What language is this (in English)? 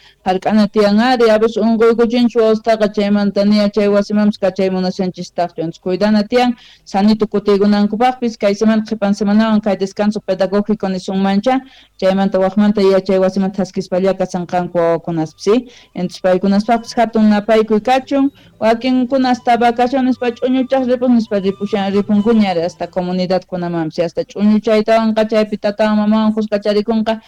Quechua